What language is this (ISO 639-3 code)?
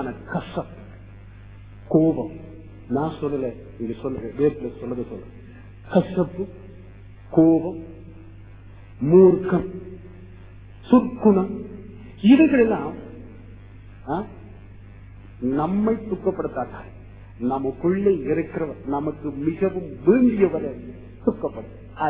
tam